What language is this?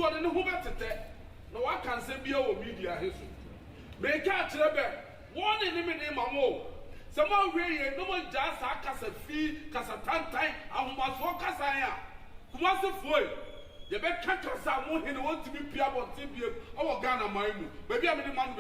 Akan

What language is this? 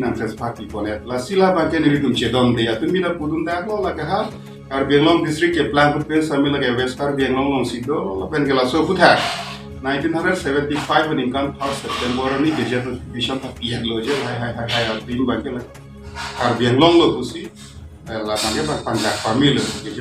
Karbi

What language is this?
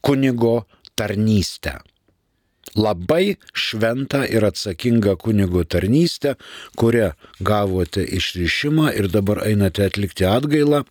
Lithuanian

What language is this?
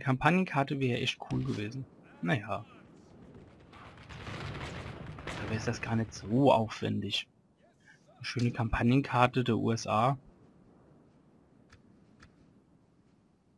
German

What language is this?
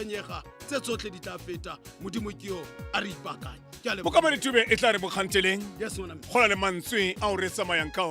Tswana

